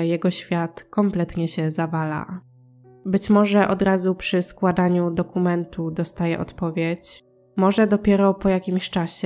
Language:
Polish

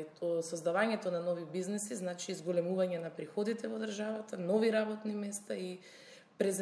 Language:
Macedonian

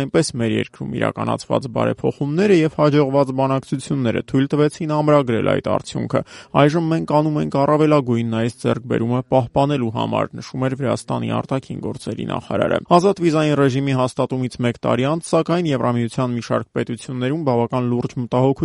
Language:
Armenian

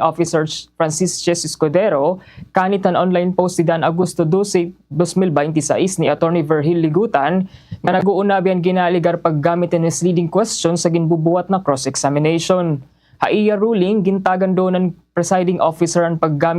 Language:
Waray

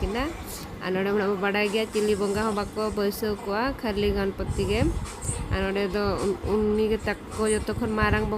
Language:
Santali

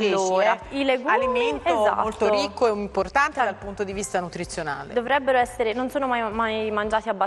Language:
Italian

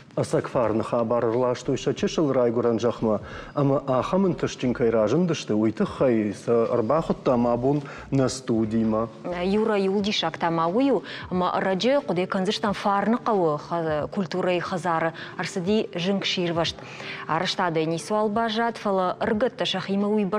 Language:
Ossetic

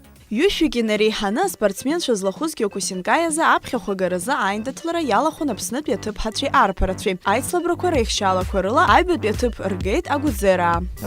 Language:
Abkhazian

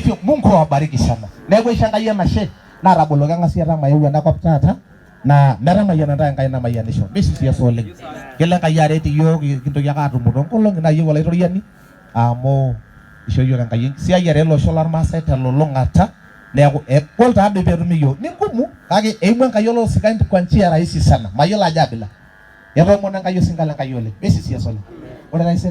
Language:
Masai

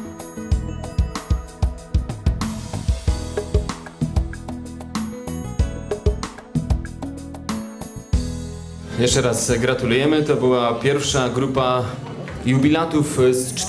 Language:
Polish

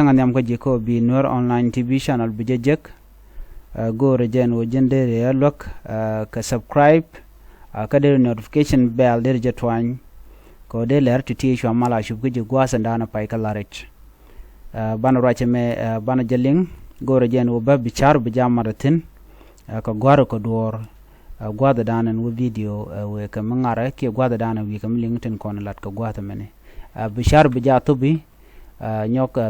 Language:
Nuer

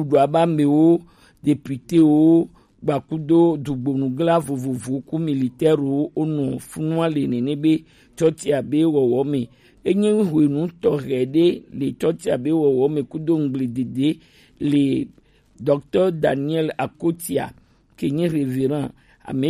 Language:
Gen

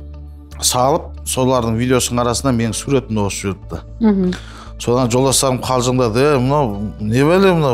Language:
Kazakh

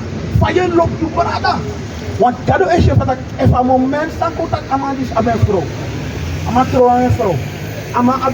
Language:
Sranan Tongo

